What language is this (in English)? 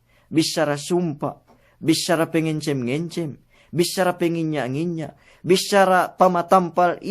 Yakan